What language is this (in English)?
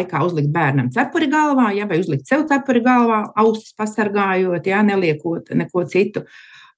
Latvian